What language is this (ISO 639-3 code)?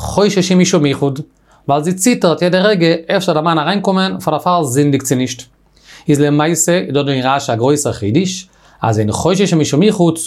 yid